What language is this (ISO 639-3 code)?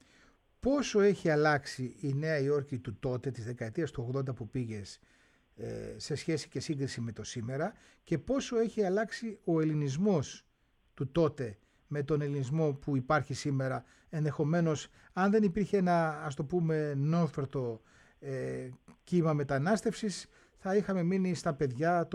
ell